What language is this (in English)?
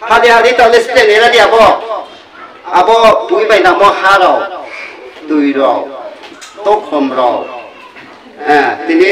Riang (India)